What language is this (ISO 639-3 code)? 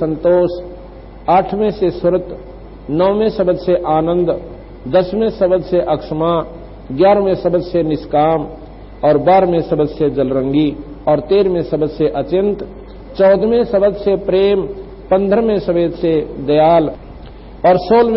hin